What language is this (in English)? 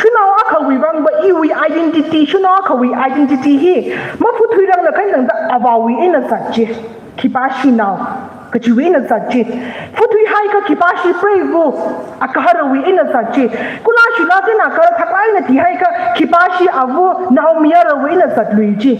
Tangkhul Naga (India)